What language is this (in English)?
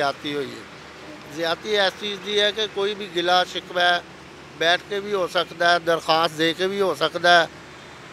Western Panjabi